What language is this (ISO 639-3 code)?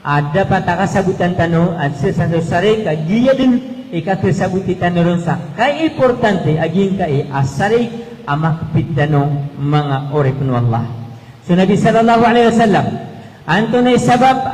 mrw